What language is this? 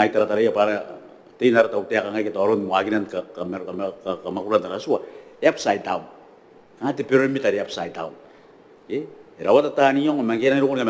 Gilbertese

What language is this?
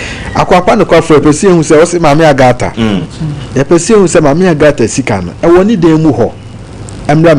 Akan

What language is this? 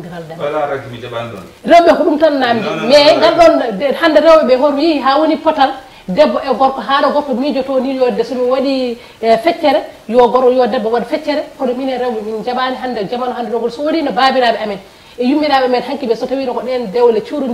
Fula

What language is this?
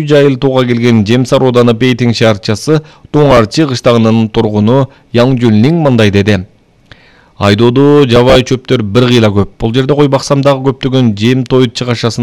Kyrgyz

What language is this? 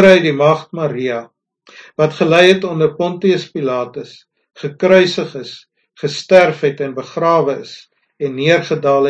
Afrikaans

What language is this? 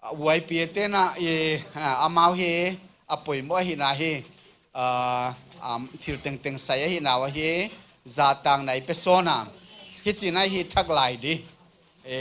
Paite Chin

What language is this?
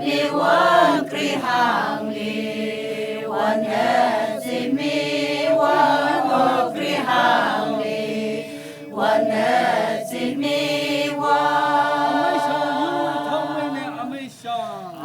Tangkhul Naga (India)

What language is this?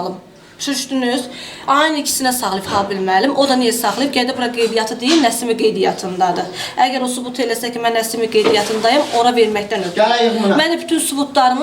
Azerbaijani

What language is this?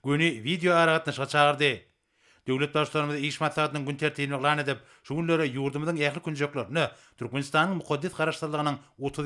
Turkmen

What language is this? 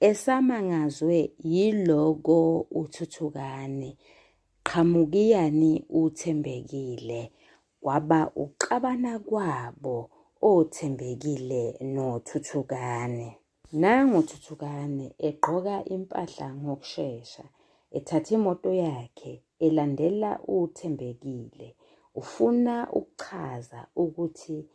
Zulu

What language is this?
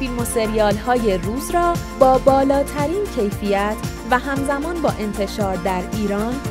Persian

